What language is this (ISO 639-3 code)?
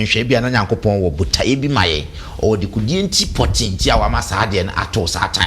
aka